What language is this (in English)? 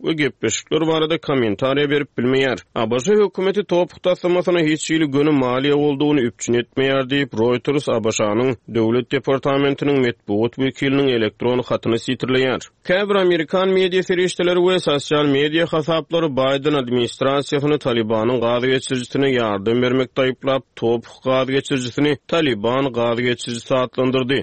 Turkmen